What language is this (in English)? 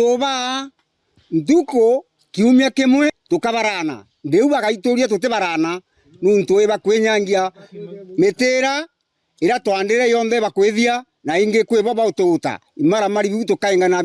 Meru